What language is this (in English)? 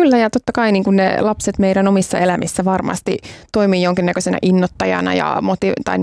Finnish